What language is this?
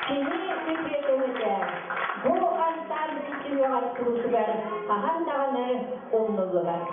Yakut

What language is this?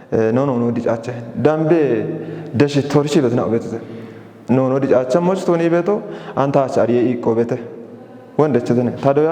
Kafa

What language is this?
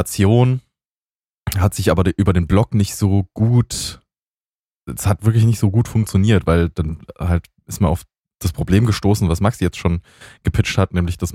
German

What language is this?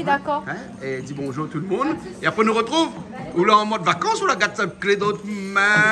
Réunion Creole French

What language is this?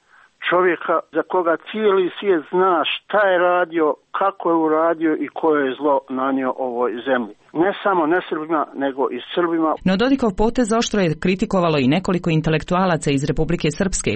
Croatian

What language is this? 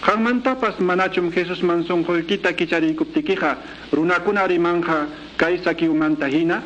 Quechua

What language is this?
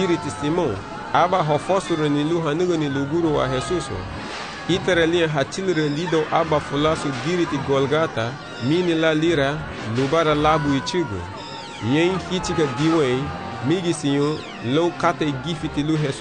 Garifuna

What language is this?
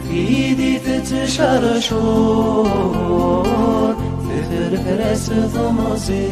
Kabyle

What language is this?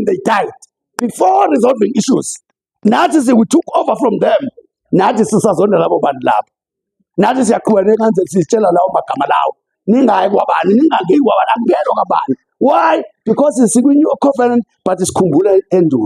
Zulu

